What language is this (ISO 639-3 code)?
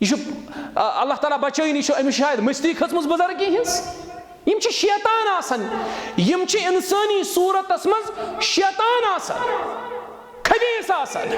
kas